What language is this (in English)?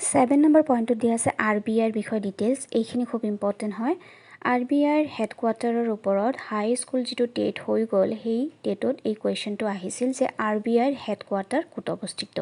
Assamese